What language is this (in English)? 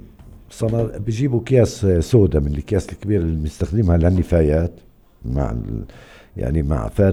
North Levantine Arabic